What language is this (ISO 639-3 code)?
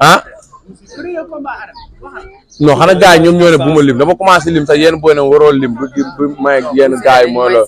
wol